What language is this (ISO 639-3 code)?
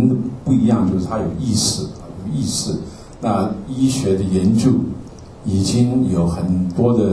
zho